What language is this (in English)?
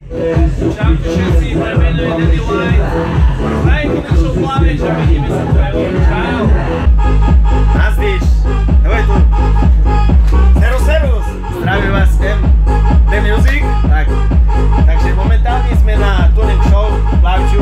Slovak